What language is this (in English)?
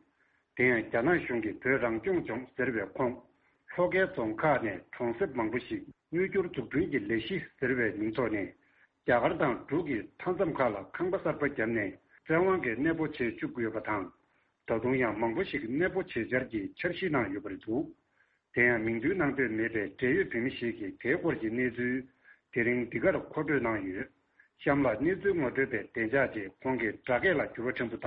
Tibetan